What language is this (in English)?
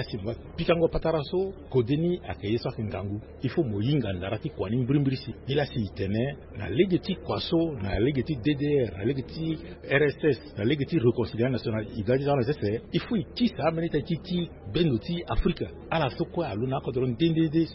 Sango